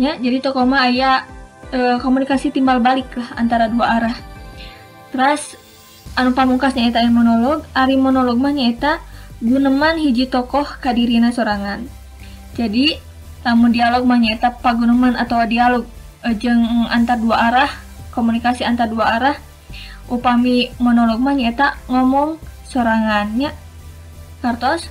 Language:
Sundanese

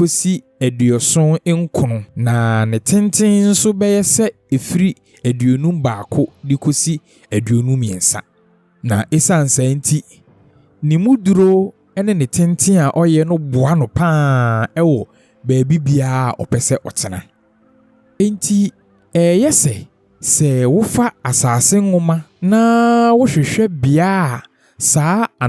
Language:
Akan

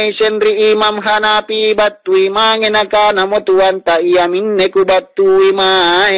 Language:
Makasar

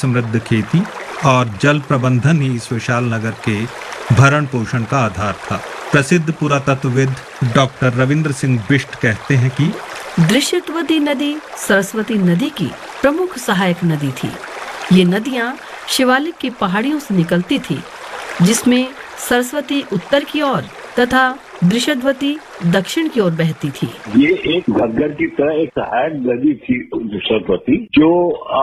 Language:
Hindi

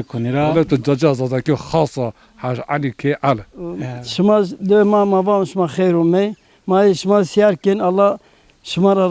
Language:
Zaza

